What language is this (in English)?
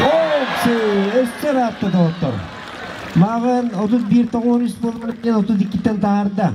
Yakut